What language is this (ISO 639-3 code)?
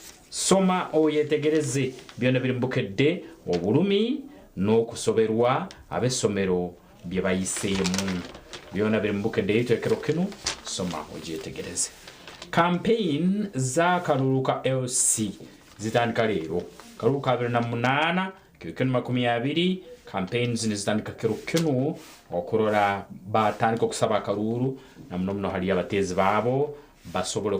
nyn